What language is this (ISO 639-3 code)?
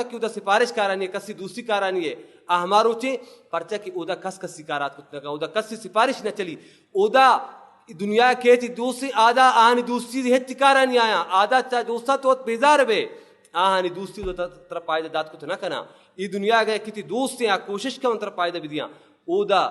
bal